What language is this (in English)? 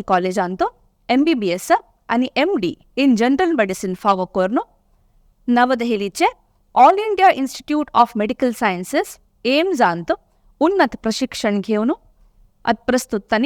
Konkani